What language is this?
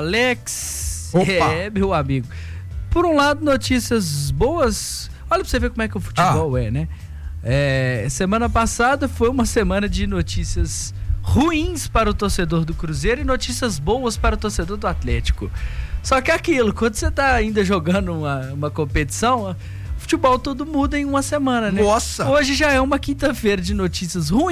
Portuguese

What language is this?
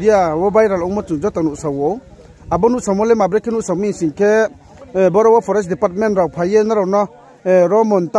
Riang (India)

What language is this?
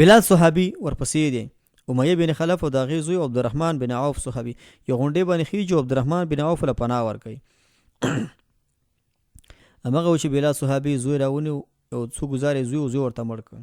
Pashto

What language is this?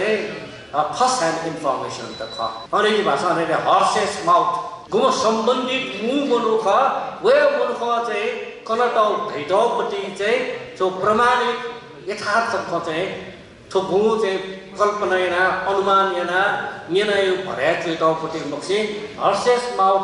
Newari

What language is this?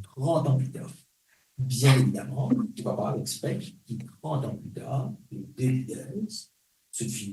Morisyen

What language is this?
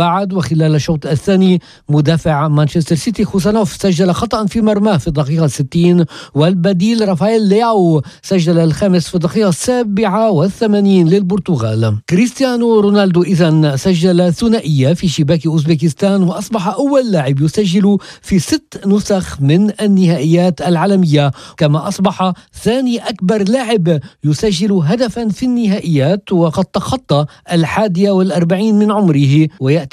Arabic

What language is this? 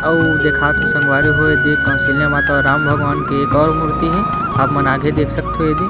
Chhattisgarhi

